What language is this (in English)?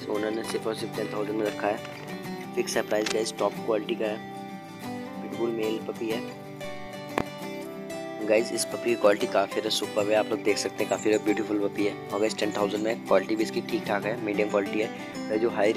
Hindi